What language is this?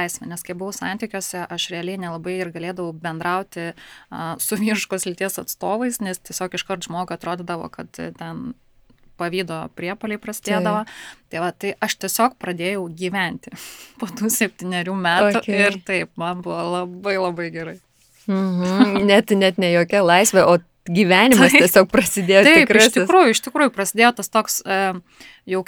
Lithuanian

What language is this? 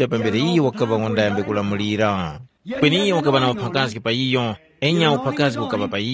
Tumbuka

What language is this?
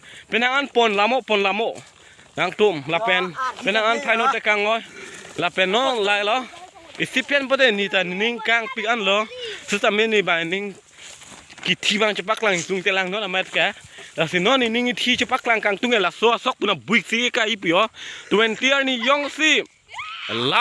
Karbi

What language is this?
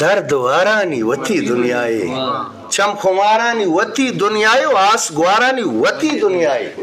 Eastern Balochi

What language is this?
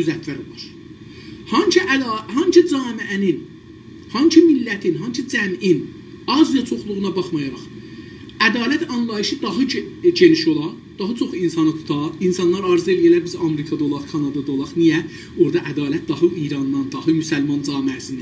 South Azerbaijani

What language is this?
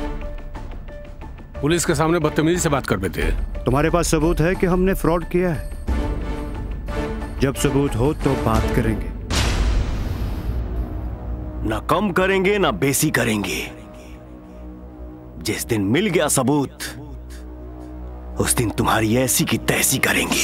Bhojpuri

